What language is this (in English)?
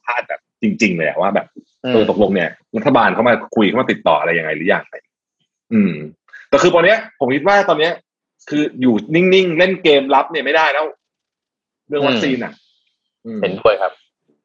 Thai